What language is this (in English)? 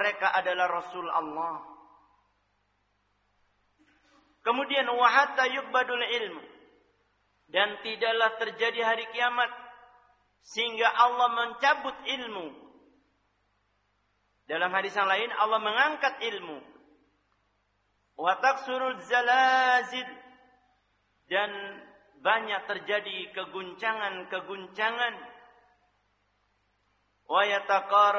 Indonesian